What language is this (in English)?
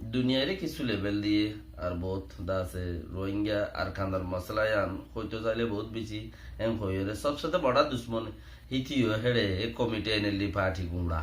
Rohingya